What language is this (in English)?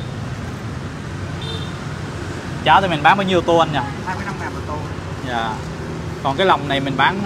Vietnamese